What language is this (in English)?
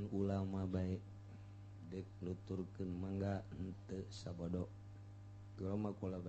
Sundanese